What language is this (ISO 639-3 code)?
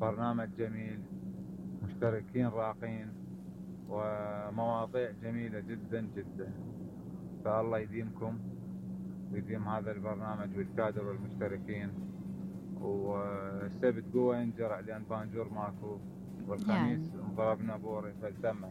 acm